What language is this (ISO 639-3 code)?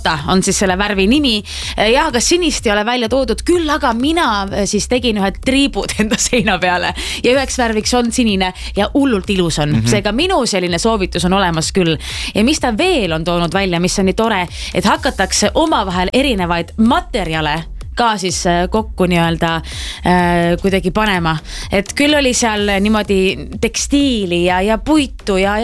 est